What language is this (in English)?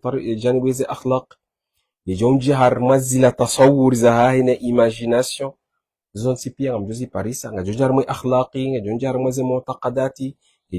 Ngazidja Comorian